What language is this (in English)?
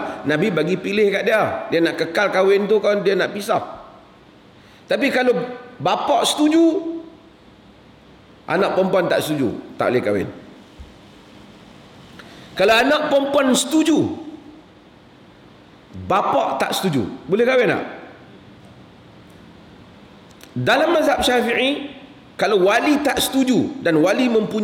Malay